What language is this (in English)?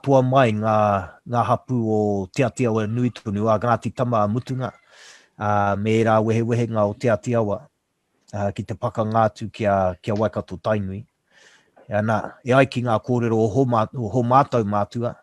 Māori